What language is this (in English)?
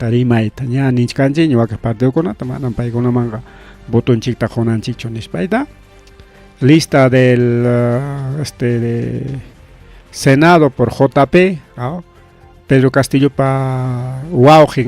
Ayacucho Quechua